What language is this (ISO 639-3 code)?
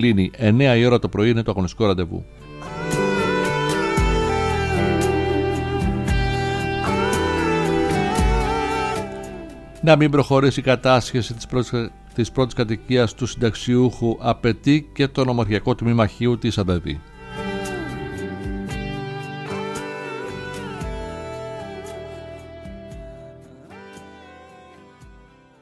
ell